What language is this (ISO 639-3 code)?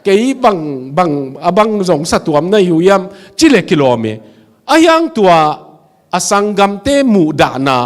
ctd